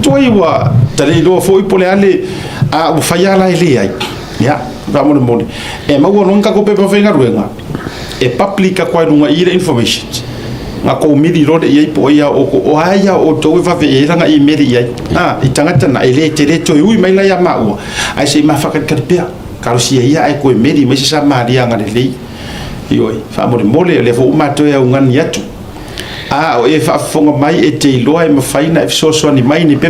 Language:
Samoan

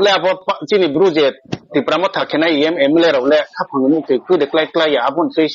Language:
Riang (India)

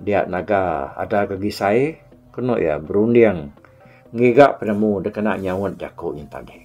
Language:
Iban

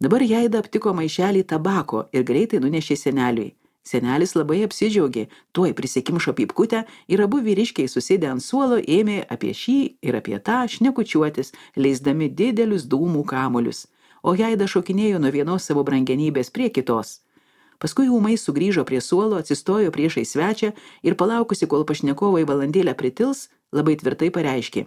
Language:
Lithuanian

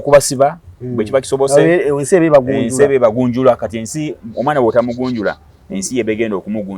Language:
Ganda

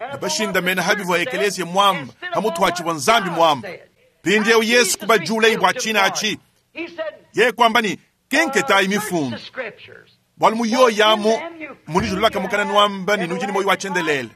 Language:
Luba-Lulua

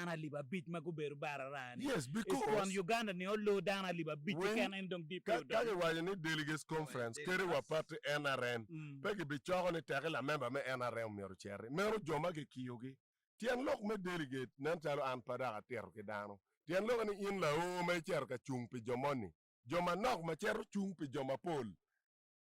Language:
Acoli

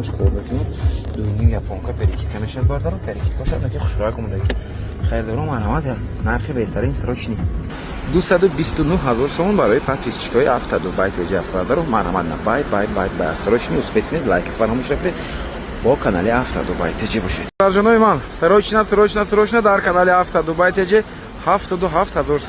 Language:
Tajik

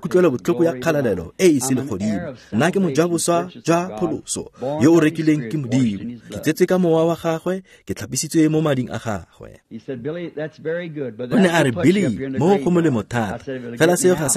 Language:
Tswana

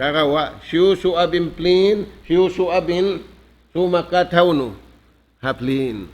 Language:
Tausug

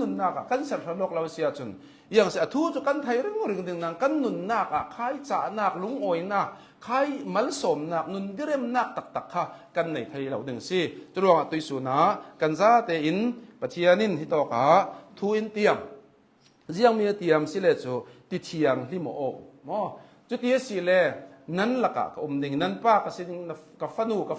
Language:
Hakha Chin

